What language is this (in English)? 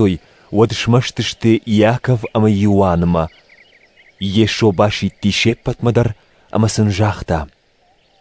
Ossetic